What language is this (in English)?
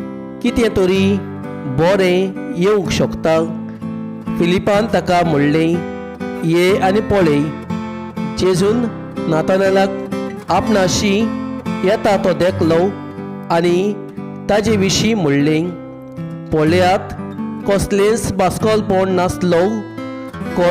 Konkani